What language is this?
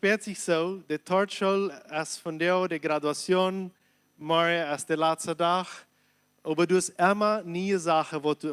Plautdietsch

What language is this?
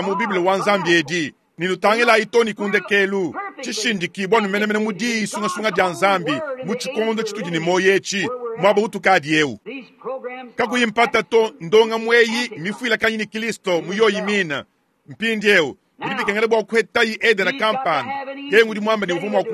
Luba-Lulua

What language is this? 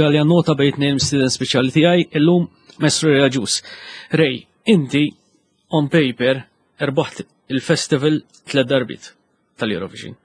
Maltese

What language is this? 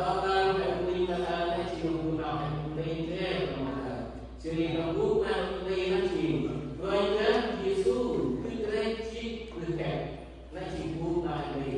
Central Mnong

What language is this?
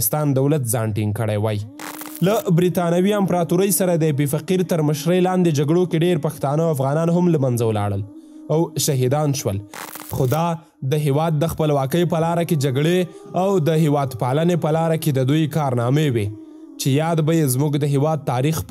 Pashto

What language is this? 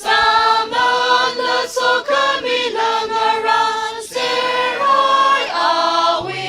Tangkhul Naga (India)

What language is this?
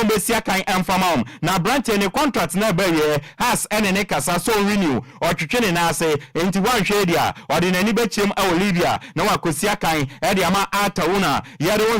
Akan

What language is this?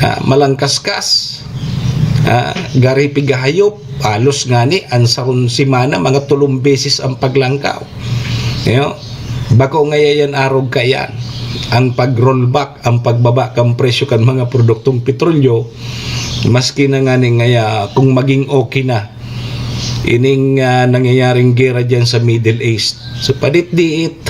Bikol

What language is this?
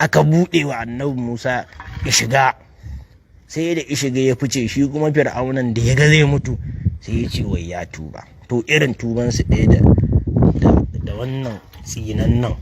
Hausa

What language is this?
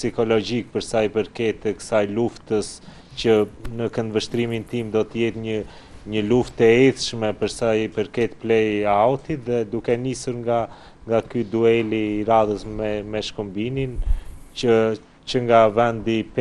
Albanian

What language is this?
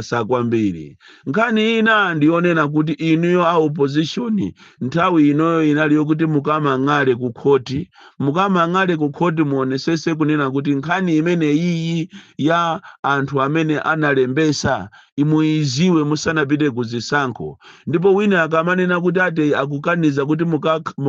Nyanja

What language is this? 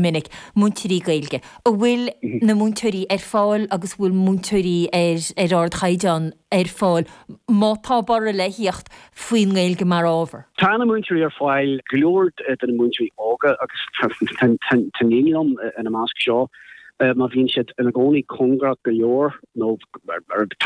Irish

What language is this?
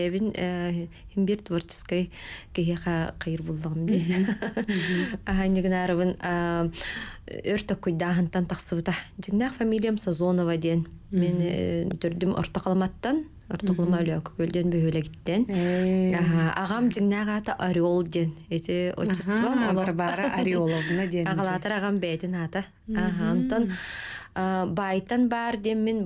Yakut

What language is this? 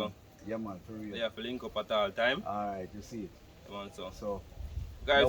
Jamaican Creole English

